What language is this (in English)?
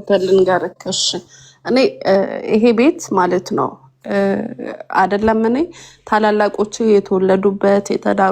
Amharic